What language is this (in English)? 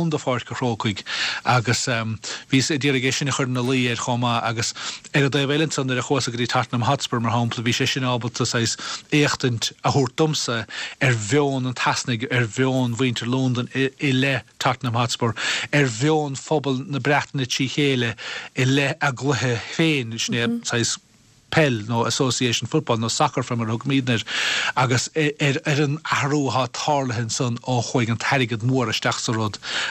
Irish